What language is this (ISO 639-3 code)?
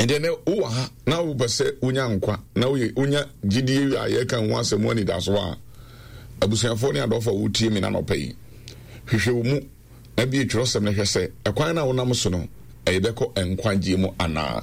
aka